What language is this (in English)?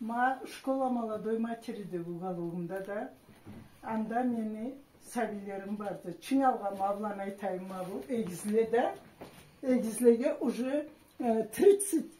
Karachay-Balkar